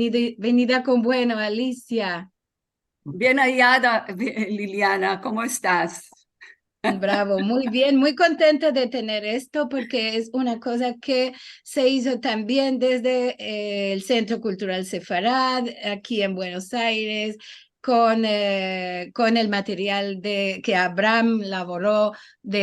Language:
Ladino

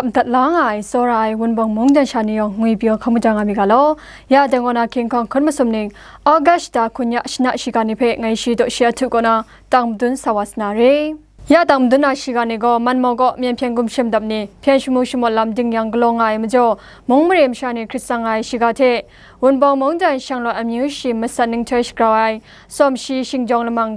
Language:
Kachin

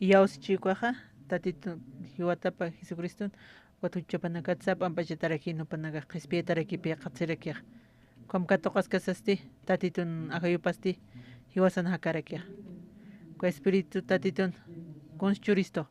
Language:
Aymara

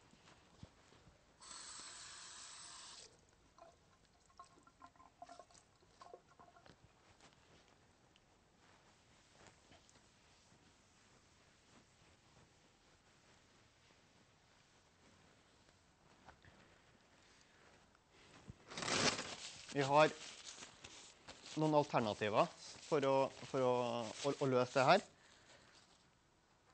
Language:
Norwegian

